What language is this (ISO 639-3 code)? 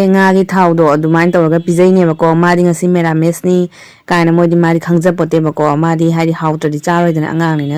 mni